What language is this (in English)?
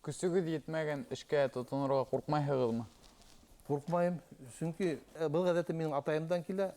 Bashkir